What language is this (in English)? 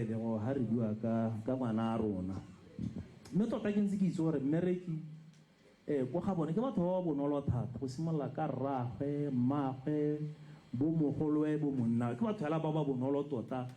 Tswana